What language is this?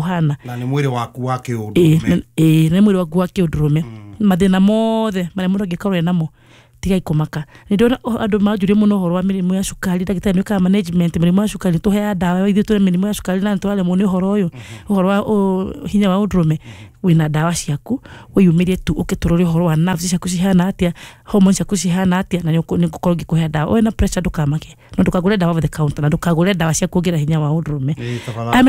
Kikuyu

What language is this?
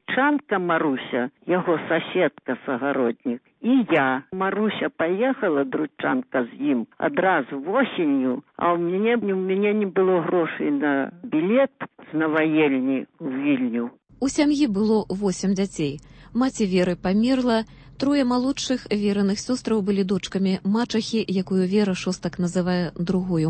Belarusian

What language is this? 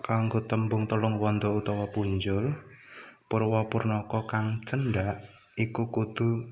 Javanese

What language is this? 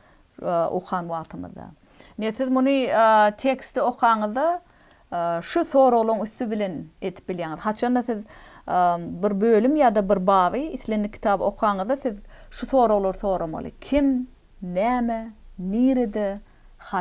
Turkmen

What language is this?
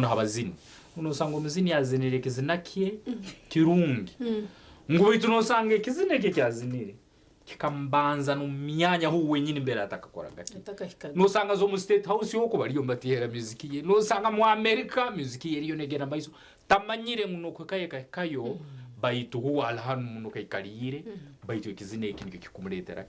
Nyankole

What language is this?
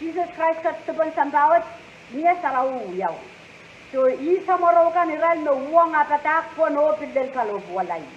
Pohnpeian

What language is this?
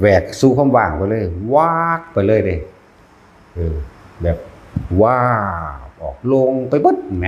Northeastern Thai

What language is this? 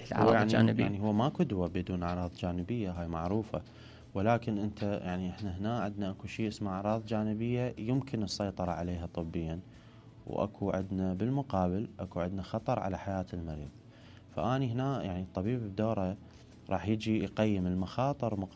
Mesopotamian Arabic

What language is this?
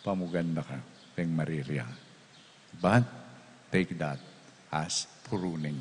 Pampanga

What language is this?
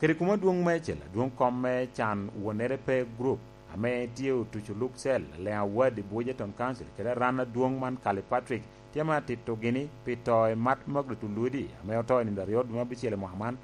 Lango (Uganda)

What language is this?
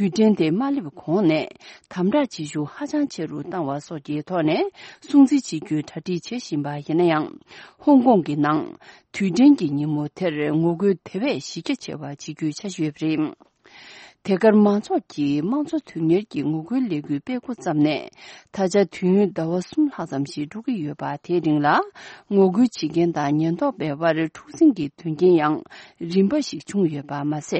Tibetan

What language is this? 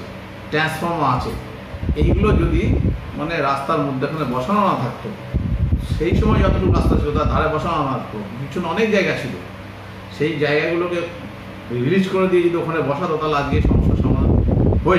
Bangla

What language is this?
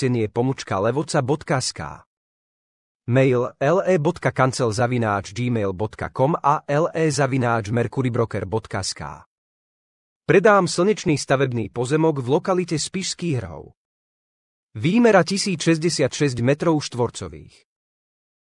Slovak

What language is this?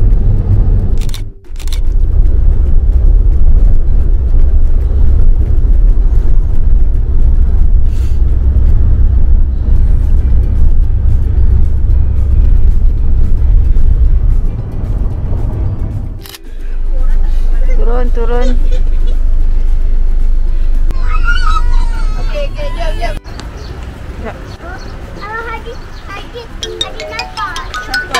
Malay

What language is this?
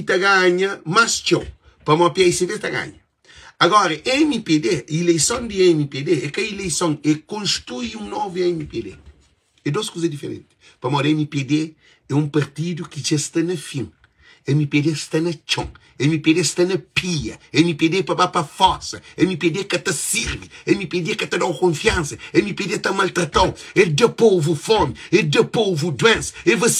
Kabuverdianu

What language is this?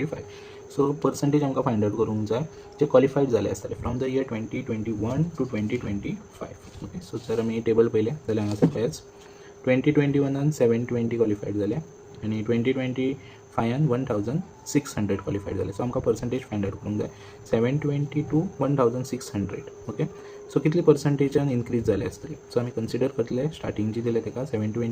Konkani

